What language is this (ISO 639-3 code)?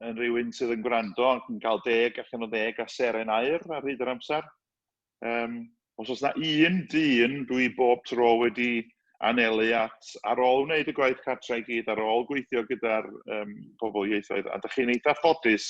cym